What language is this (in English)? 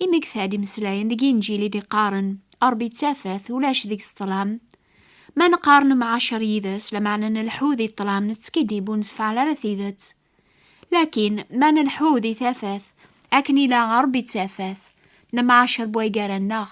Kabyle